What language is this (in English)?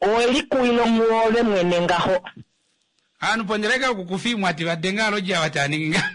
Kuanyama